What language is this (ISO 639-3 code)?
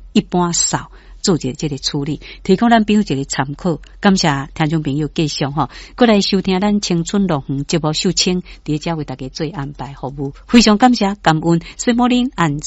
nan